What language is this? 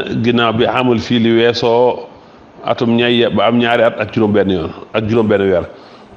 Wolof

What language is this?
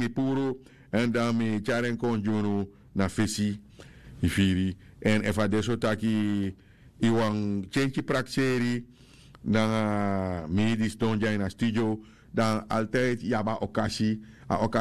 Sranan Tongo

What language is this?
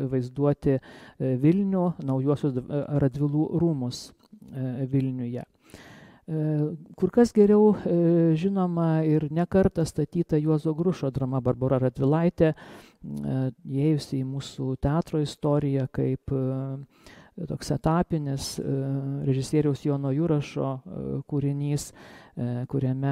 Lithuanian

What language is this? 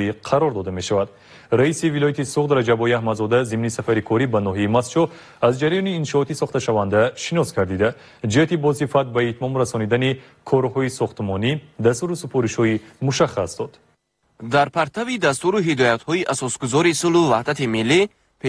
Tajik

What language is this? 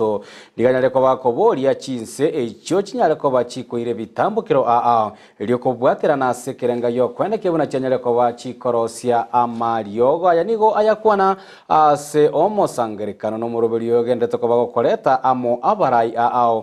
Gusii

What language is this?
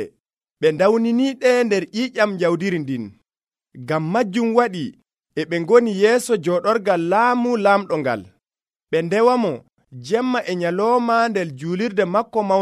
Nigerian Fulfulde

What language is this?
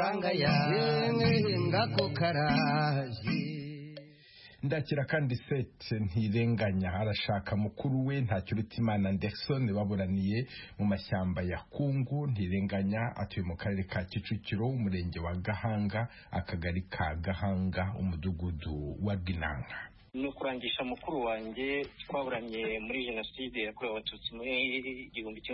Kinyarwanda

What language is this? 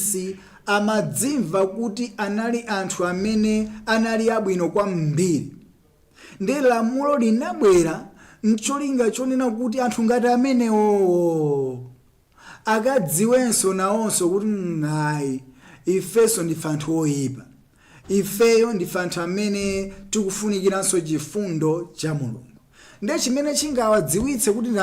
Nyanja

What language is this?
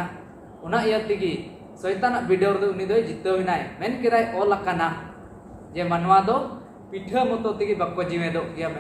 Santali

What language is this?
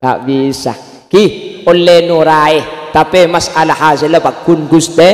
Madurese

